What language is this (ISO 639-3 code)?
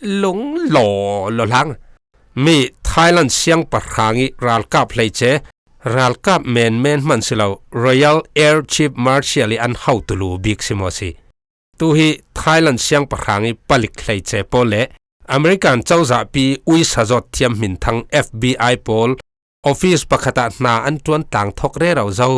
cfm